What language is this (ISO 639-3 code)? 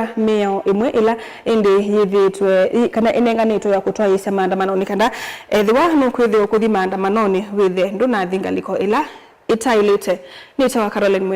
kam